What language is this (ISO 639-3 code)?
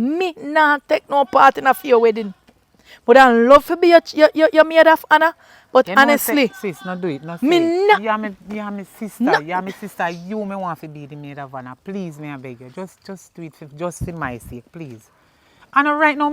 jam